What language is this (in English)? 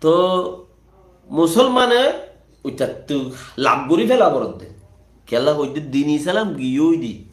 Rohingya